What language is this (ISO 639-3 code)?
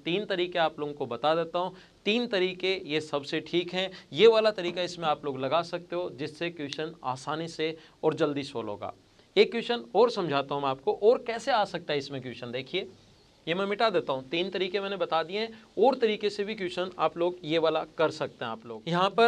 hin